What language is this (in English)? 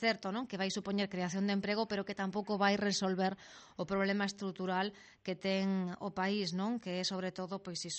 Galician